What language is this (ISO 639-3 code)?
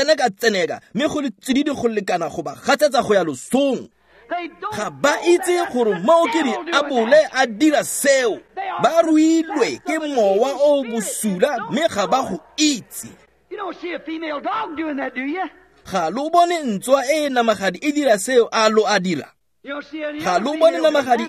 tsn